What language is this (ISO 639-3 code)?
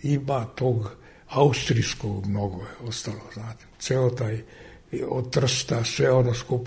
srp